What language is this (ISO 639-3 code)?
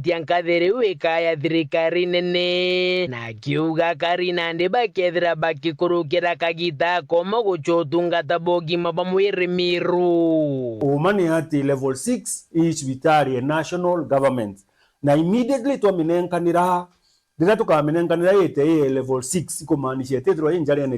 mer